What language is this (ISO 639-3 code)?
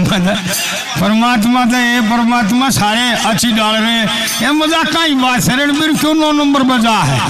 bgc